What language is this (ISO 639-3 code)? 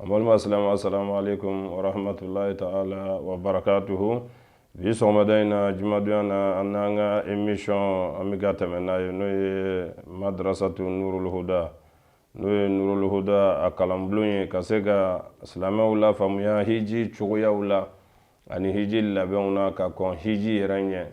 bam